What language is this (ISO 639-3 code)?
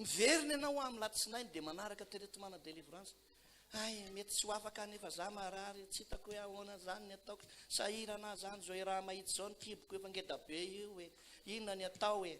mlg